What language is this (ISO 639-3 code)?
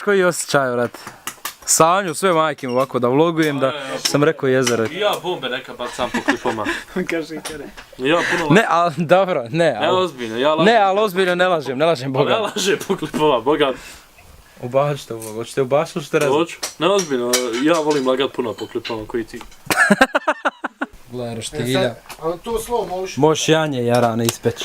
bos